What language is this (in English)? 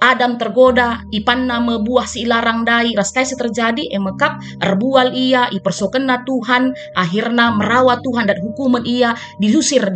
Batak Karo